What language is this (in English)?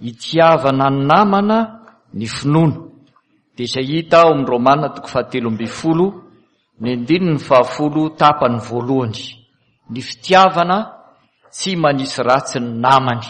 Malagasy